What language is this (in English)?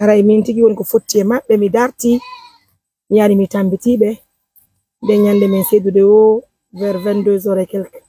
Fula